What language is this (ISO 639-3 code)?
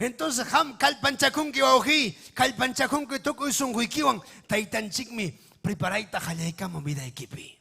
quy